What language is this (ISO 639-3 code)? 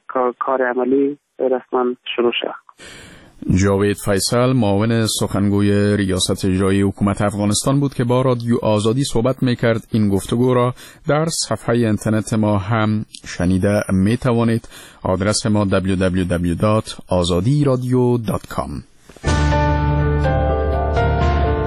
fas